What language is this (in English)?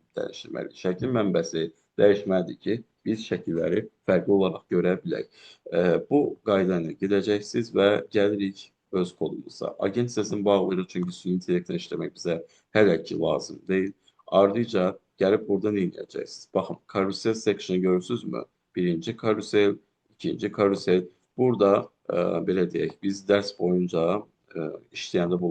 Azerbaijani